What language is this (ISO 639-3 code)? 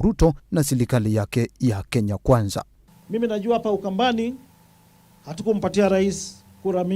kam